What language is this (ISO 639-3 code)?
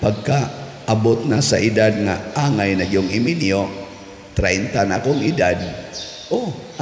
ceb